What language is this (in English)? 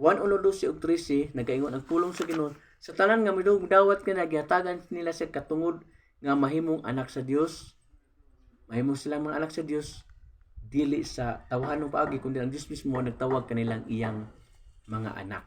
Cebuano